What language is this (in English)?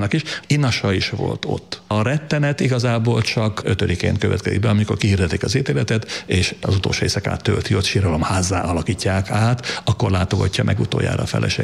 Hungarian